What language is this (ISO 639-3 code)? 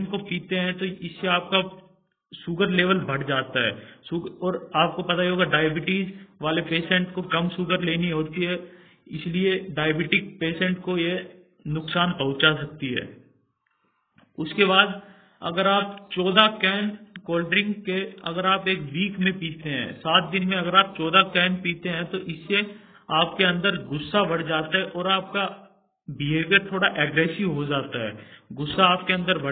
hin